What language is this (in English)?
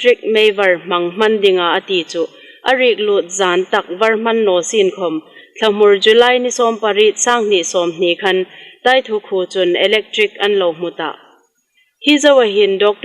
Hmar